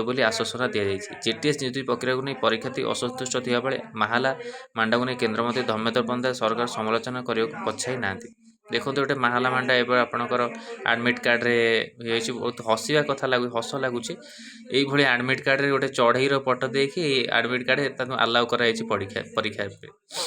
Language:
Odia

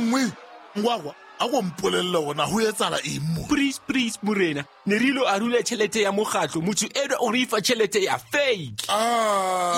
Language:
Southern Sotho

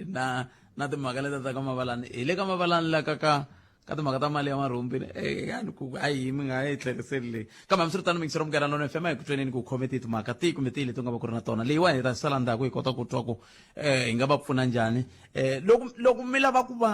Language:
Tsonga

